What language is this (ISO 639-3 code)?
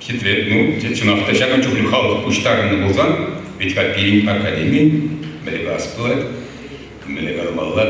chv